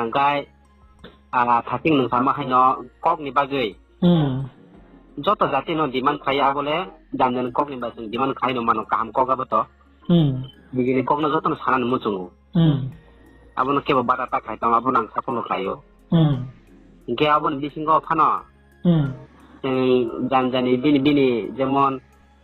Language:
Riang (India)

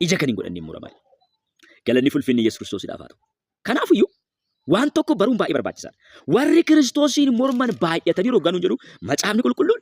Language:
Oromo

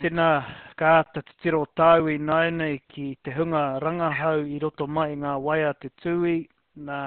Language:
Māori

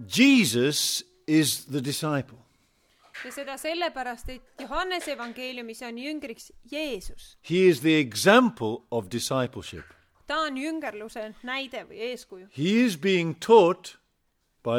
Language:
Estonian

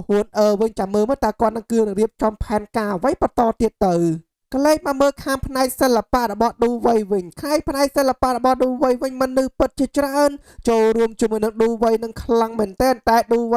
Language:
Khmer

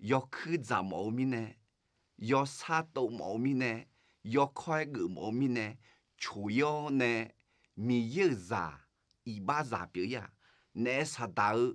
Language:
Akha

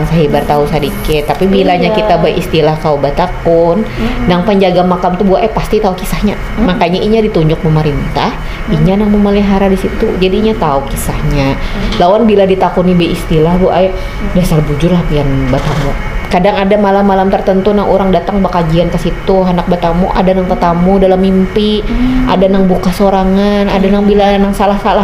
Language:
Banjar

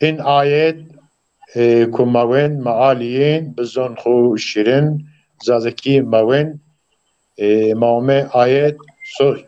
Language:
Zaza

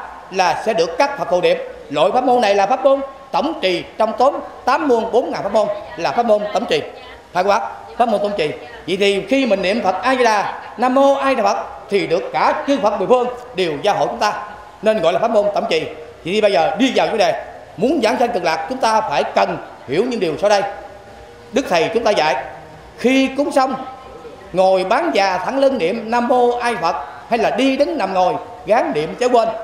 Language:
Vietnamese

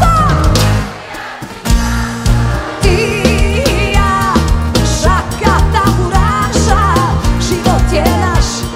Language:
Croatian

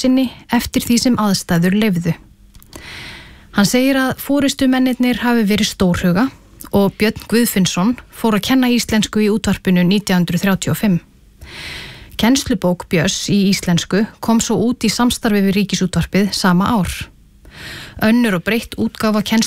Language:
Icelandic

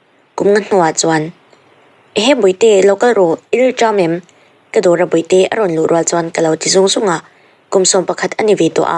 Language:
Mizo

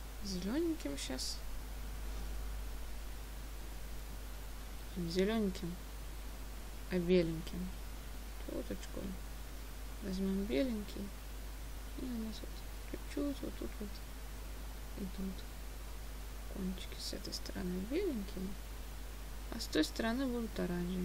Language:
Russian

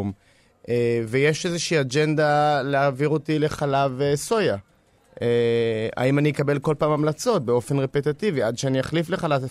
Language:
Hebrew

